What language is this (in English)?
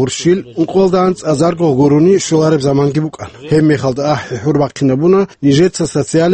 Avaric